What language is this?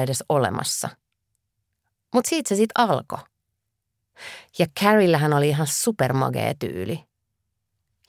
Finnish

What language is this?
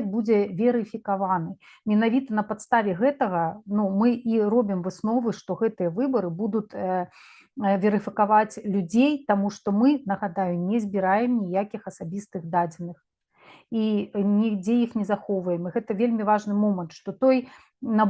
Belarusian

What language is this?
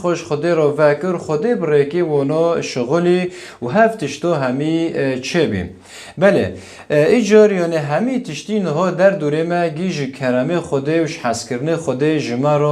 Kurdish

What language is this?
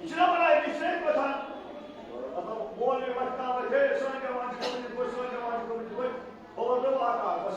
Kashmiri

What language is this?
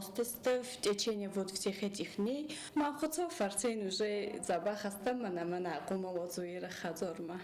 Ossetic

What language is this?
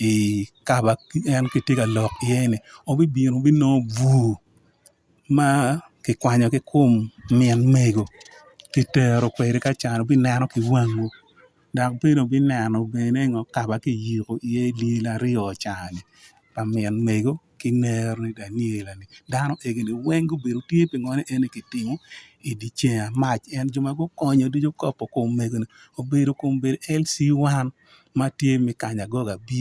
Acoli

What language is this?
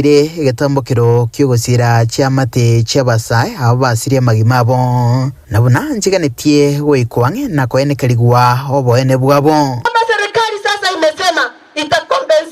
Gusii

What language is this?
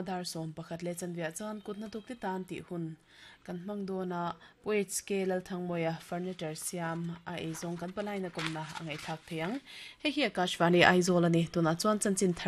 Mizo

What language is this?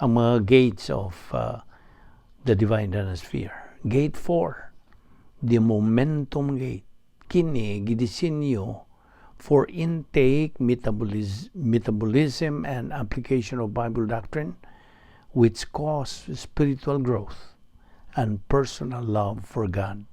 Cebuano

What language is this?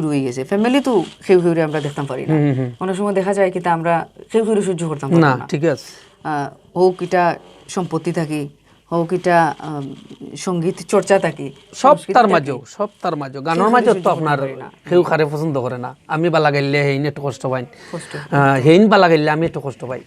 Sylheti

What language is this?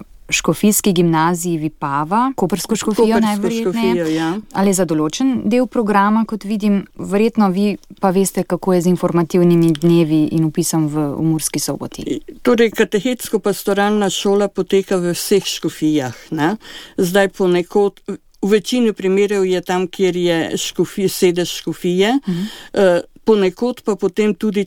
Slovenian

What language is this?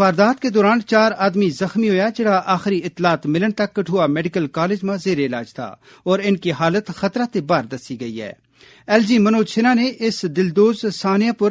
Gujari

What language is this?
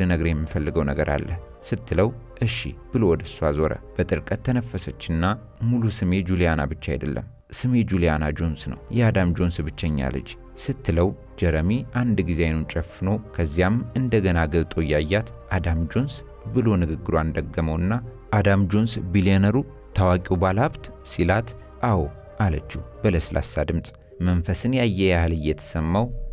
Amharic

